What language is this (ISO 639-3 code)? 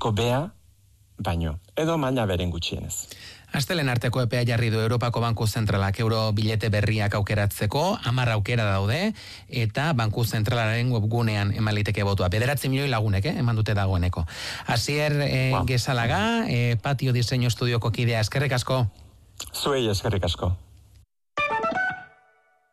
eus